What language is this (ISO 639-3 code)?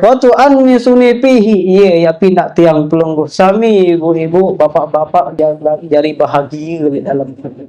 sas